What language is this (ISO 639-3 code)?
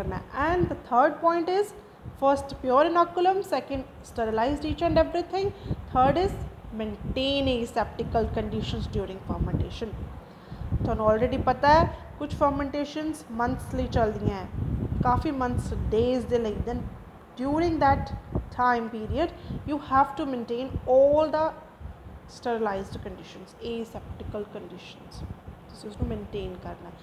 pan